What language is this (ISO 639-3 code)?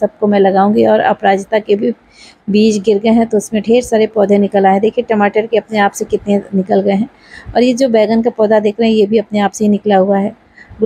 hin